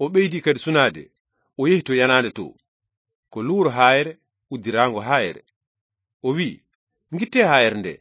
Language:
Fula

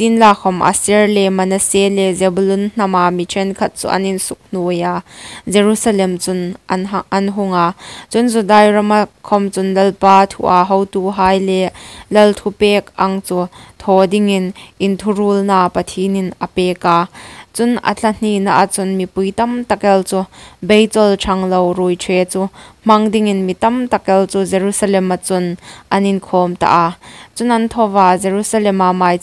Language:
Hmar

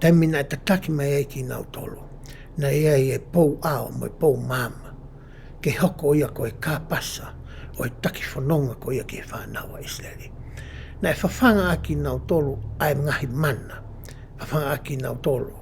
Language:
Tongan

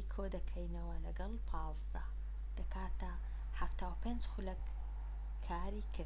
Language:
Central Kurdish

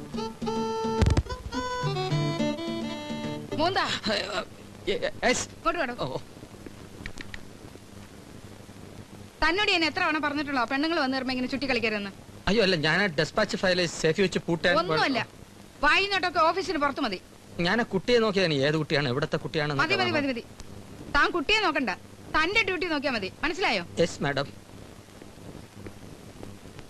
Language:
Malayalam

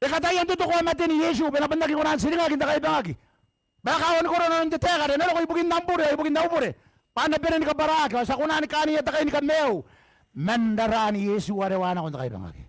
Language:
Gilbertese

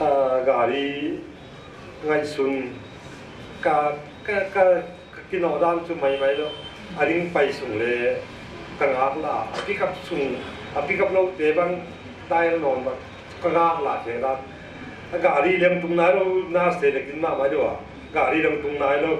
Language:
Paite Chin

